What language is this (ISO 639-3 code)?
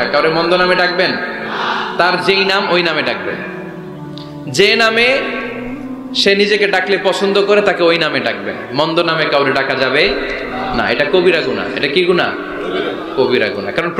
ben